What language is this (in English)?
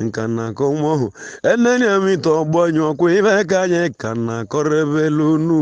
Igbo